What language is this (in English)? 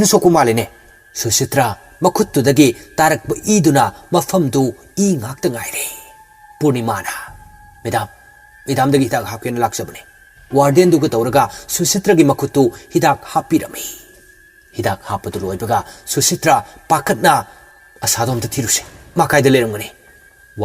Manipuri